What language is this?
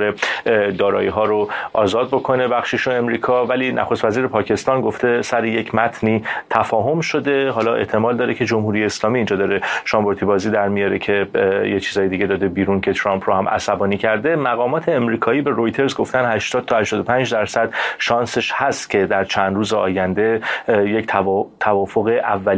Persian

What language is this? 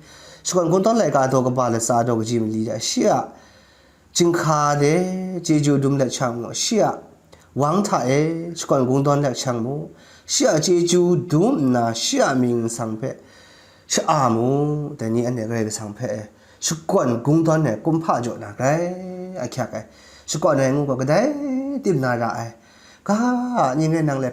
Kachin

